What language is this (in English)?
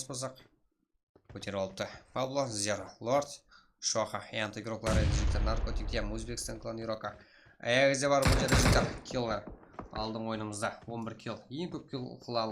Kara-Kalpak